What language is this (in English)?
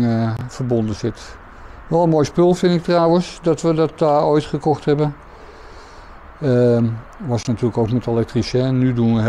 Dutch